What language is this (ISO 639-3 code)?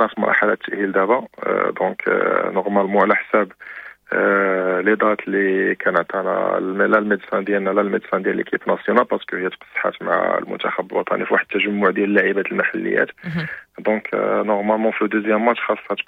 ary